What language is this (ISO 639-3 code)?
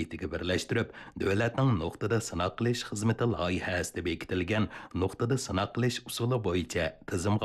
uig